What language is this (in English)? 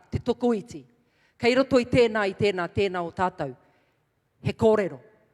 Māori